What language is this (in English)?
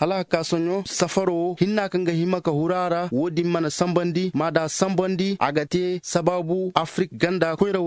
Zarma